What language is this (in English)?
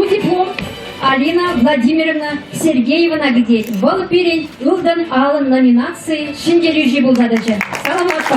Chuvash